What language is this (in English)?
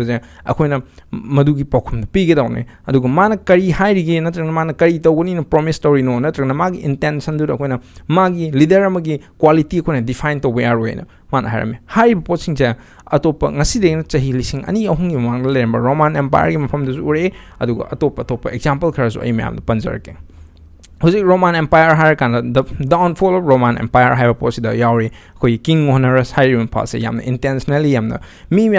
Manipuri